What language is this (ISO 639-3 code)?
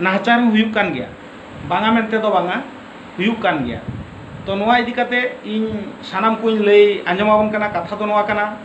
sat